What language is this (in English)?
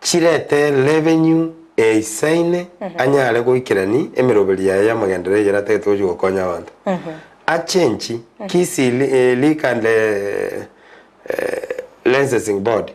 Gusii